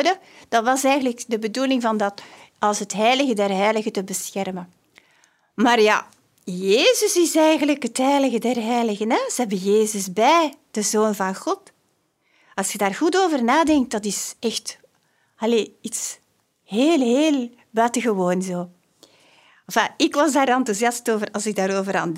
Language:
Dutch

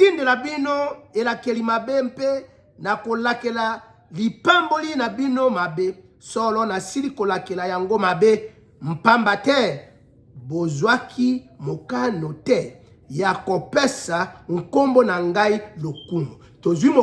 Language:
Lingala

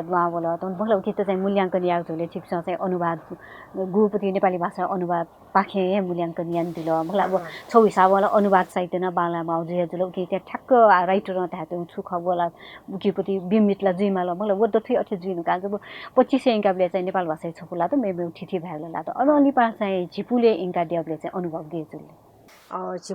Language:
Newari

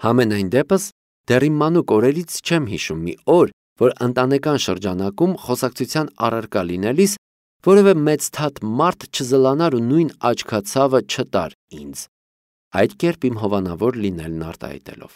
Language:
Armenian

